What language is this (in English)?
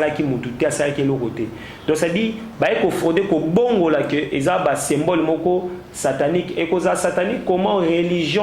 Lingala